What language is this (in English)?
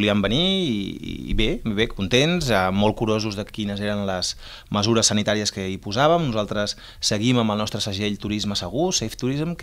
Catalan